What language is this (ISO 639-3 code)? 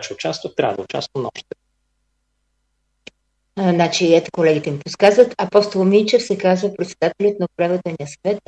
bul